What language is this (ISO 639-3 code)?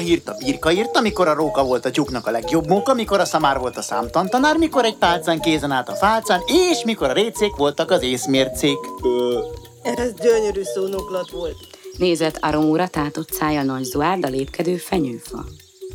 hun